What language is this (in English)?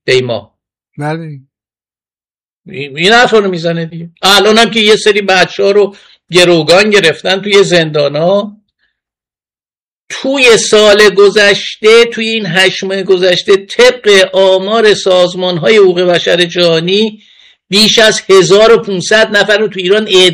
Persian